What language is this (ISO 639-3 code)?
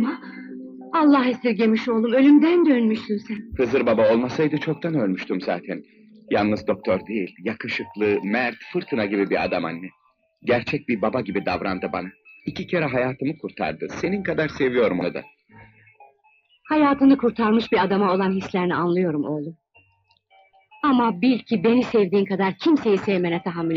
tur